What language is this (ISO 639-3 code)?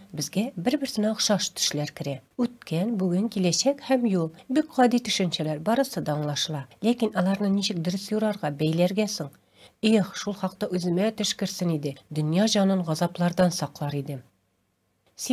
tat